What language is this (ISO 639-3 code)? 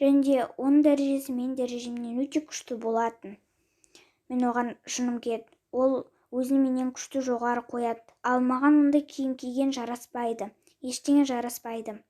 kaz